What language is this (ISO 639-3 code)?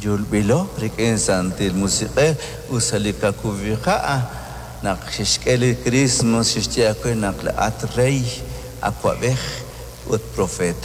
kek